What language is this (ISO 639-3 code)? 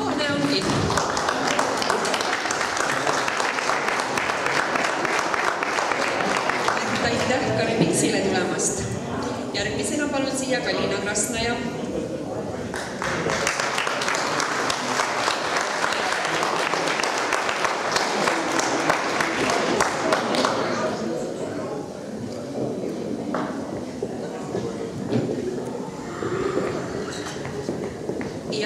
est